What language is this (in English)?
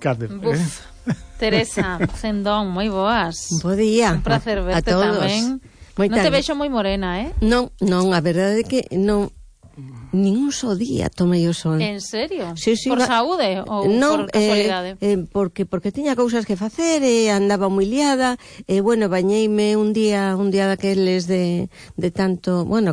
Galician